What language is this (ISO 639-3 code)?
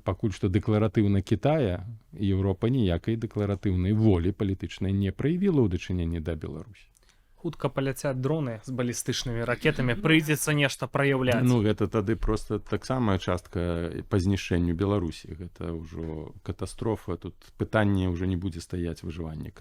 bel